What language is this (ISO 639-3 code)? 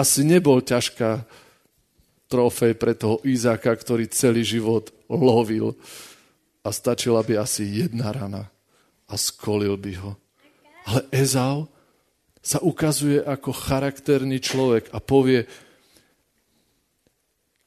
slk